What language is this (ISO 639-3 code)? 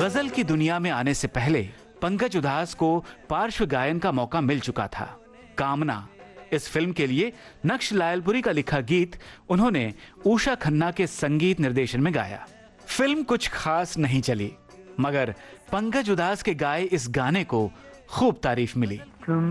hin